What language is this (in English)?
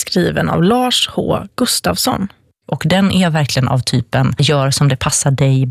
Swedish